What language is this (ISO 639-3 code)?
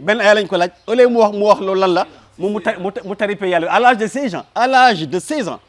wol